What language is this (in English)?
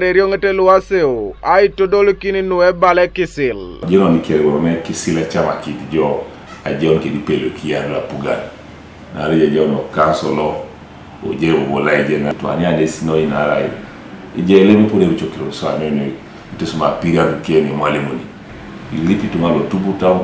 Teso